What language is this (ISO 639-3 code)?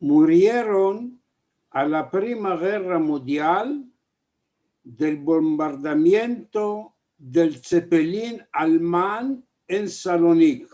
lad